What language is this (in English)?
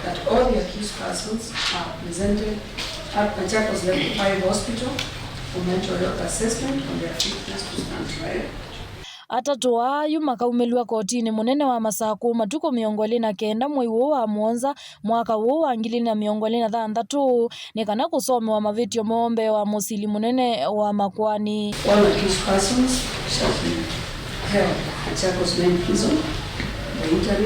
Kamba